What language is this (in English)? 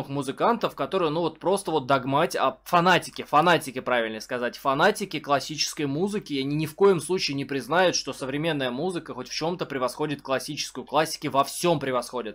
Russian